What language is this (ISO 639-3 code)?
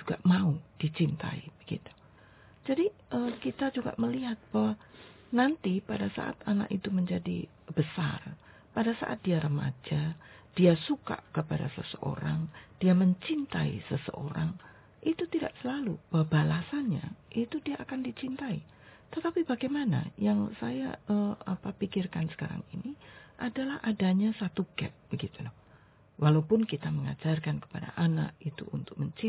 ind